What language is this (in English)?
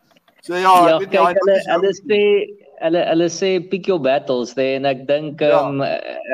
Afrikaans